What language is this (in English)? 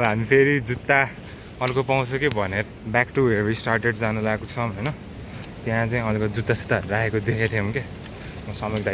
Nepali